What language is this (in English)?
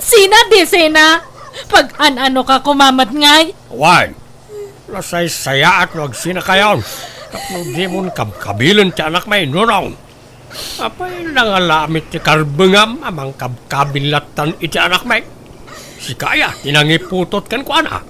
Iloko